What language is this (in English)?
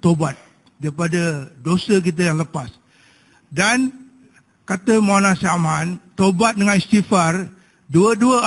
Malay